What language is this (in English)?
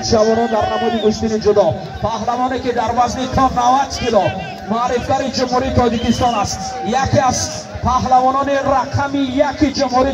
Tajik